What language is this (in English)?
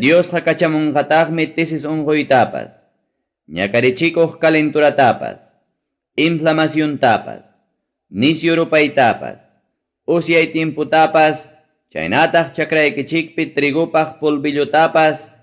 Ayacucho Quechua